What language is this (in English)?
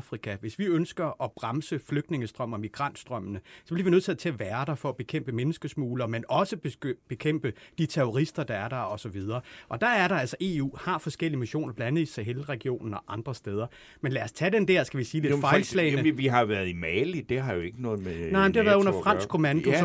Danish